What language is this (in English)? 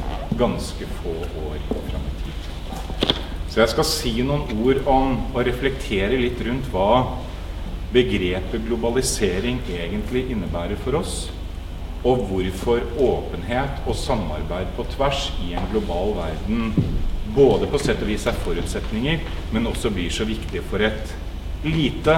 Norwegian